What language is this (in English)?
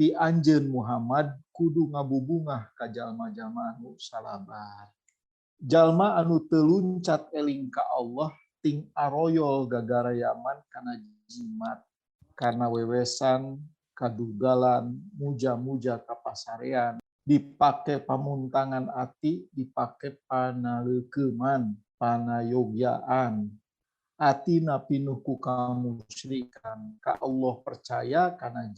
Sundanese